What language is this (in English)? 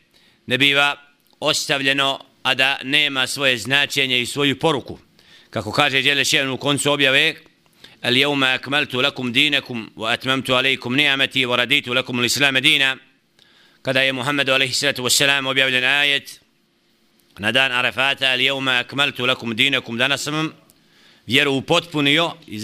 Bosnian